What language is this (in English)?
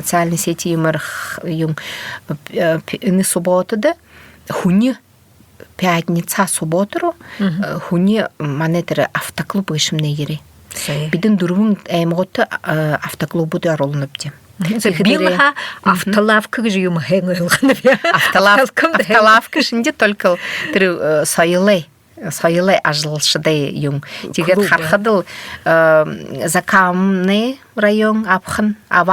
Buriat